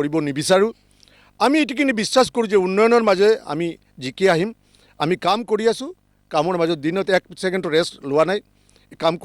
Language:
Assamese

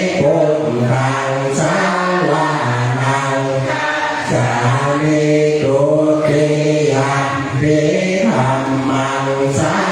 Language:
Pali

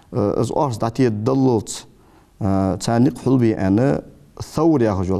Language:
Ingush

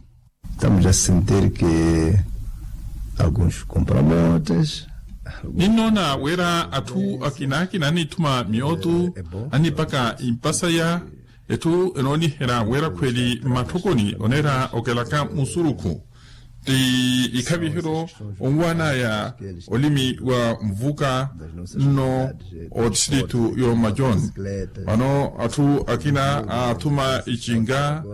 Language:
Makhuwa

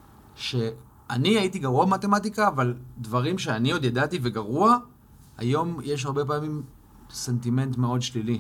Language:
Hebrew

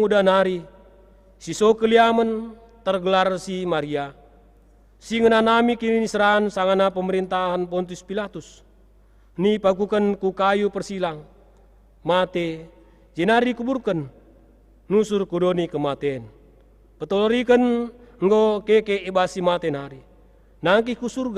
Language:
Batak Karo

